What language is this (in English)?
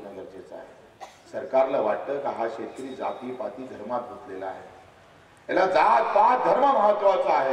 Marathi